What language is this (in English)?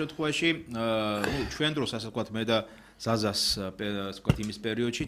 Georgian